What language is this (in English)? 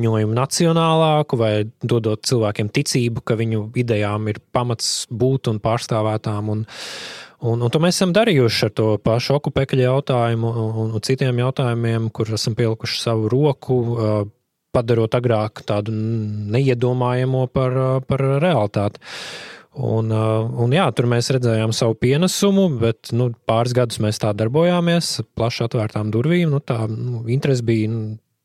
Latvian